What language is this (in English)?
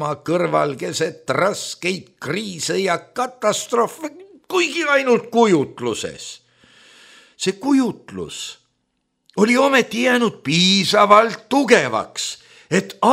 Estonian